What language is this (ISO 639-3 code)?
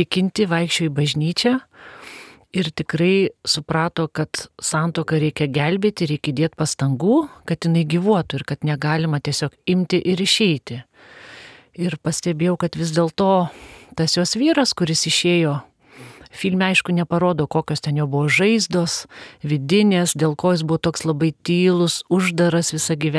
lit